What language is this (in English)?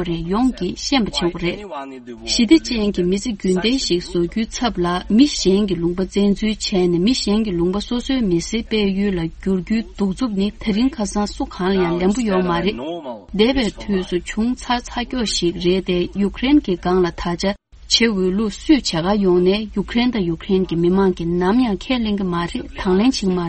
Tibetan